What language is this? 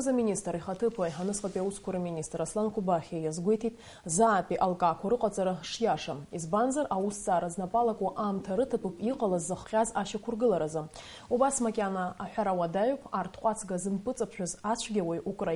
Abkhazian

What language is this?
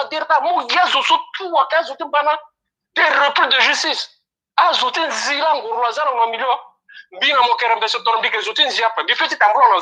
Sango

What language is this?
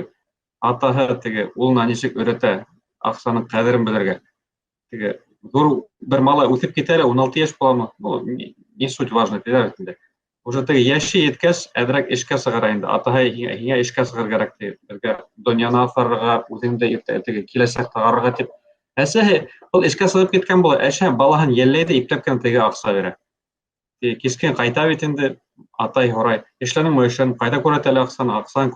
Bashkir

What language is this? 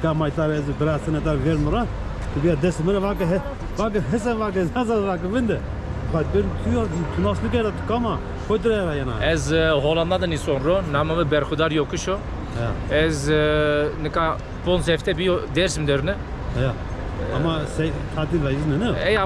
Zaza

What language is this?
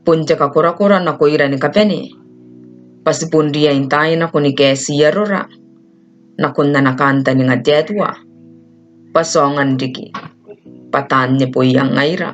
Gilbertese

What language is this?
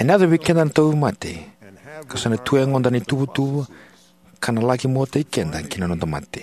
Fijian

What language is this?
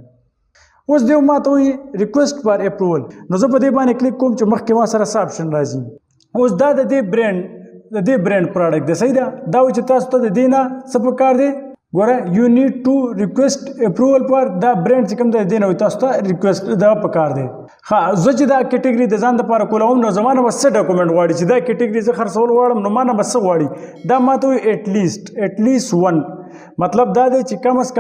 Pashto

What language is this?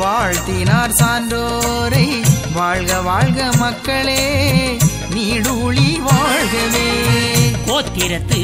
Tamil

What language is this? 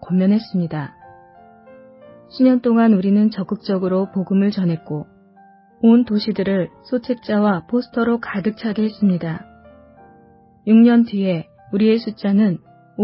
Korean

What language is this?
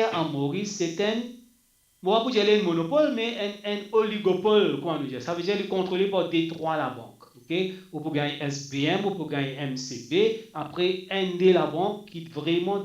Morisyen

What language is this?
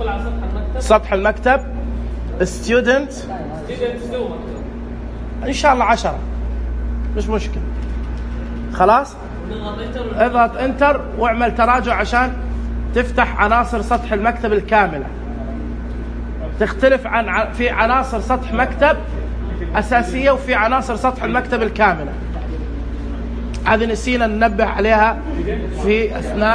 Arabic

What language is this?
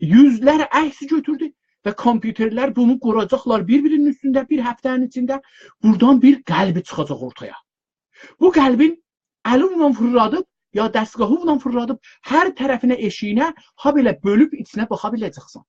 South Azerbaijani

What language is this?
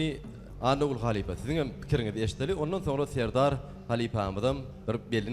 Turkmen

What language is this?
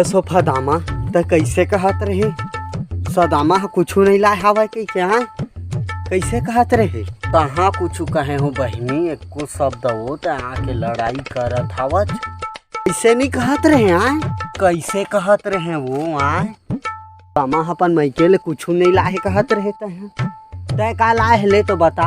Chhattisgarhi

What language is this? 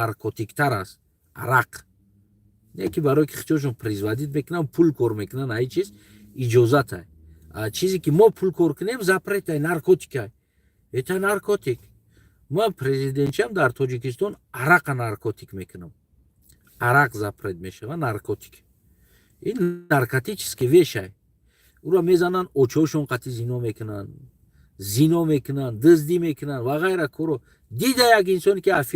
Tajik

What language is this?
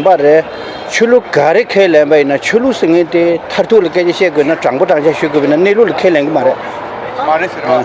Tibetan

